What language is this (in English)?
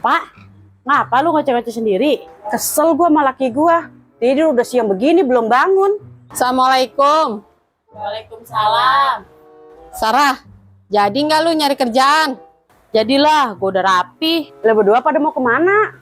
Betawi